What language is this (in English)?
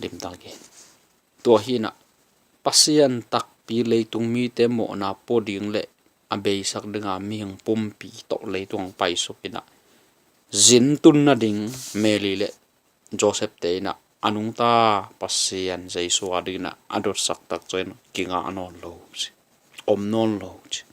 Tedim Chin